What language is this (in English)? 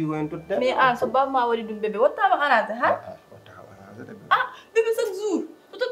Fula